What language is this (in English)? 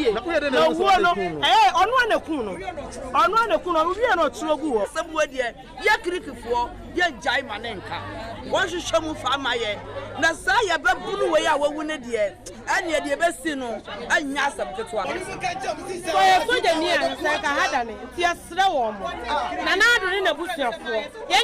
Akan